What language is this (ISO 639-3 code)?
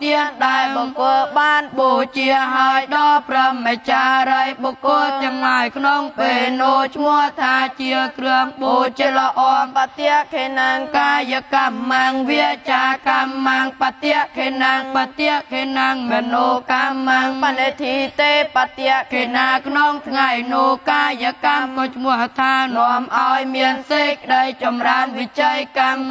khm